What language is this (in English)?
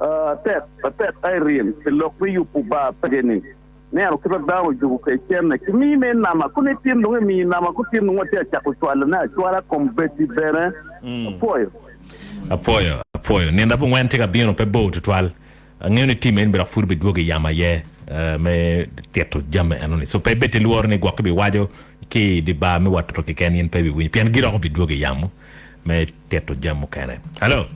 Acoli